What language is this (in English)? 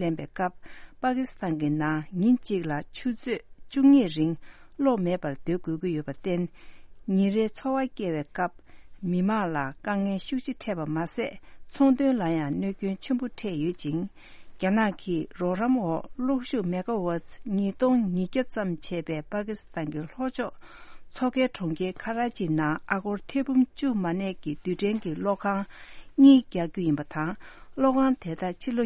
Tibetan